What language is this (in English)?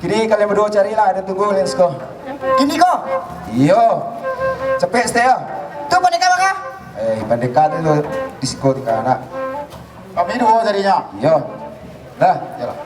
Minangkabau